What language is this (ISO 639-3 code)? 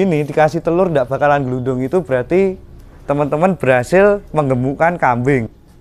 ind